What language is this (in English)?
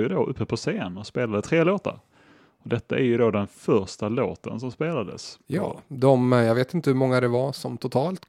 Swedish